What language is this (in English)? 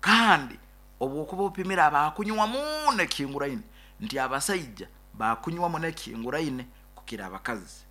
Nyoro